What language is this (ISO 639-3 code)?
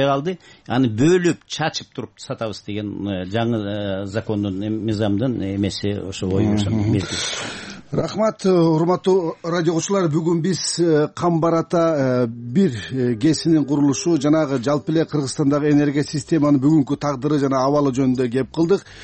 kir